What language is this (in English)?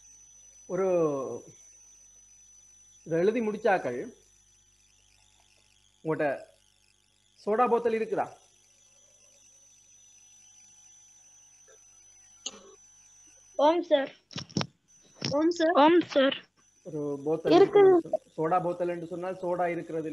Tamil